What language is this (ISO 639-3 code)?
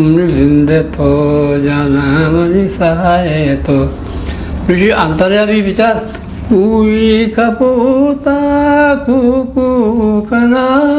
bgp